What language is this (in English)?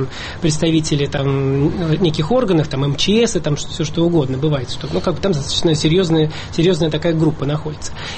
Russian